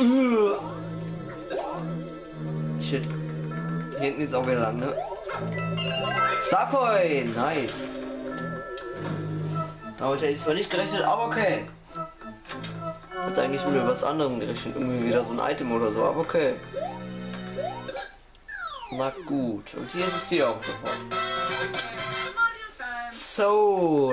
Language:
German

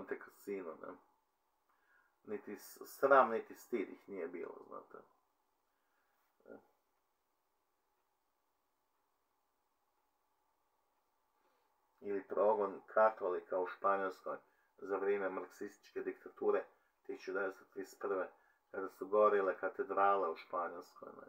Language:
Croatian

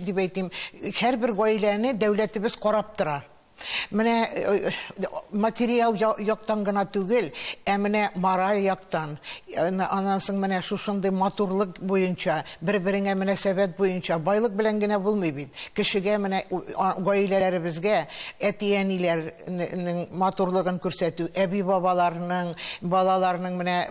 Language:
Tatar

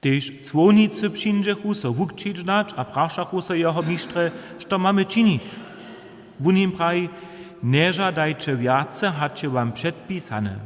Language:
Upper Sorbian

